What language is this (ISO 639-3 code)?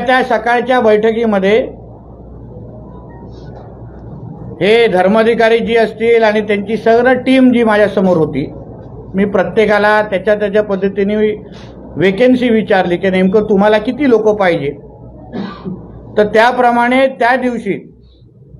mar